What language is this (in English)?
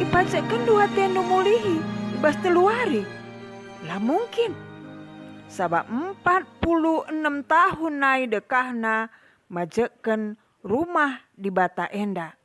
Batak Karo